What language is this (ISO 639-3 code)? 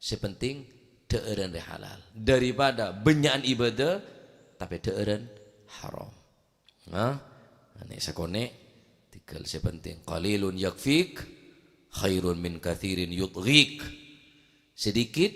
mad